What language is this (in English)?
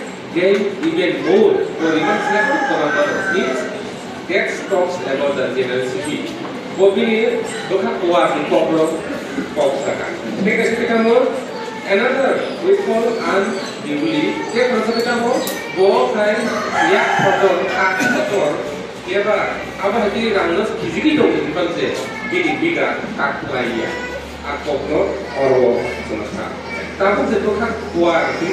Kok Borok